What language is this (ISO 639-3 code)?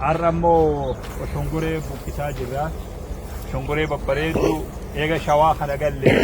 orm